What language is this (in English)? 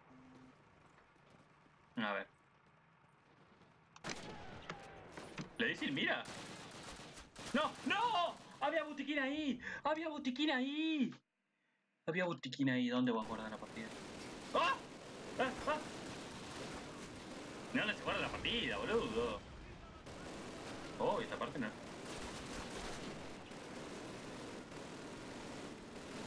Spanish